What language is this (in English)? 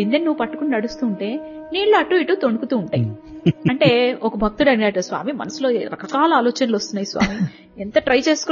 Telugu